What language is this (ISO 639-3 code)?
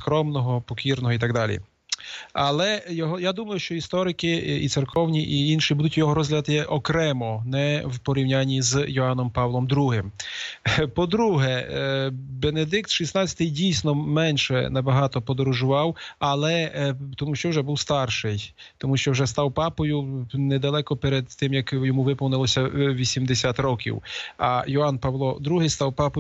ukr